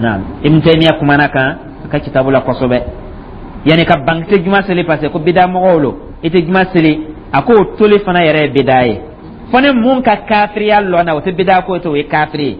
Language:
Dyula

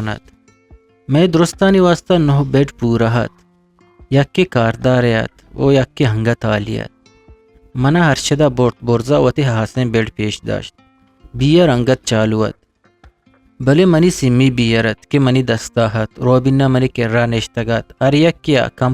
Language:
Eastern Balochi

